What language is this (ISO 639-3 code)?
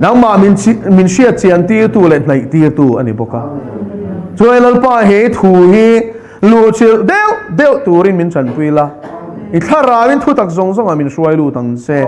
lus